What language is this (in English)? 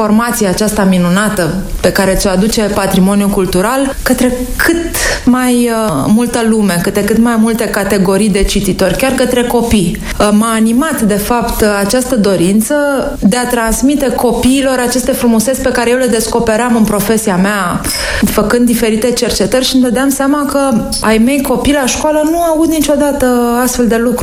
Romanian